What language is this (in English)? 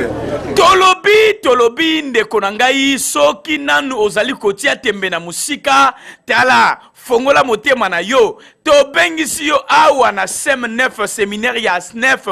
Lingala